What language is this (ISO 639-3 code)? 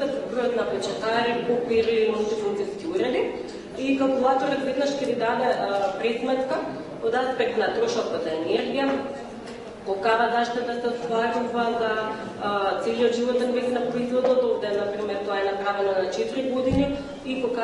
mkd